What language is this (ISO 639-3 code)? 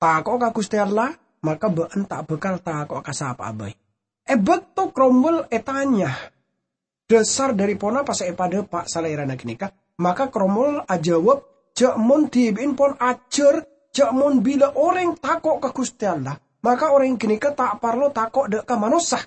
mad